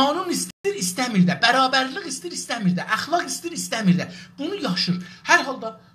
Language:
South Azerbaijani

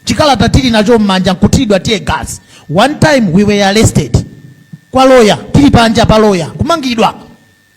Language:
Nyanja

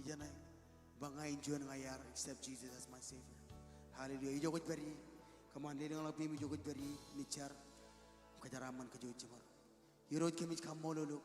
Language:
Marshallese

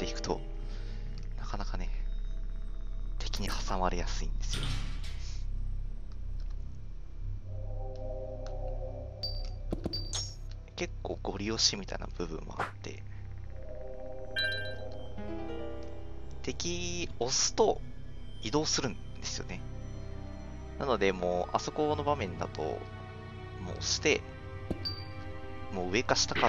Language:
Japanese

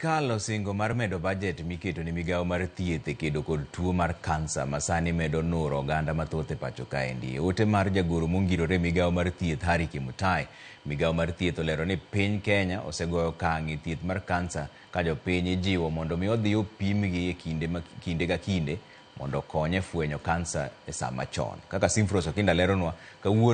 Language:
Luo (Kenya and Tanzania)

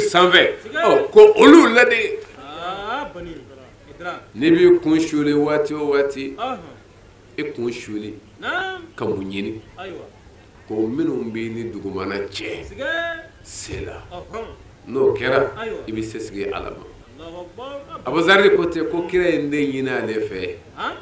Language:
Bambara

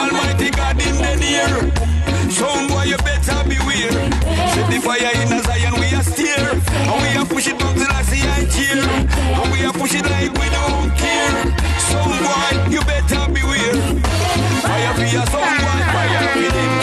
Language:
Jamaican Creole English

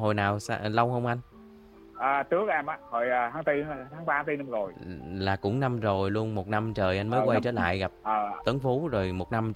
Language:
Vietnamese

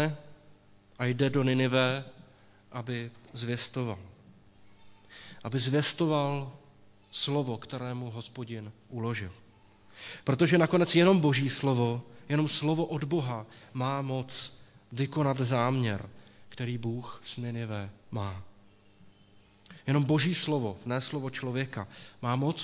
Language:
Czech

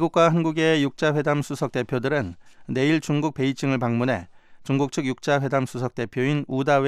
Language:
Korean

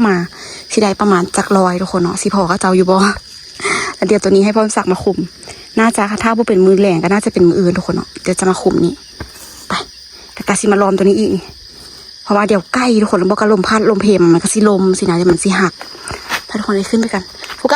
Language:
Lao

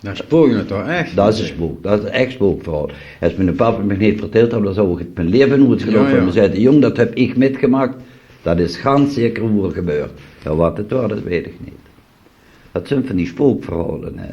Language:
Limburgish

